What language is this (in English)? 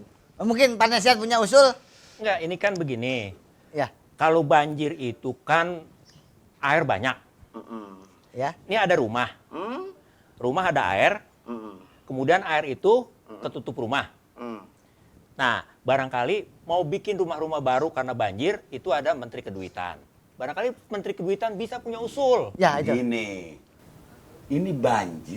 Betawi